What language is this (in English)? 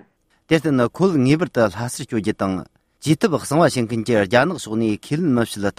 Serbian